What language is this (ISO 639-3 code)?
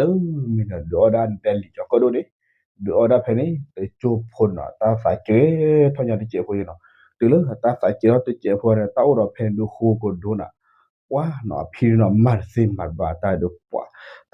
ksw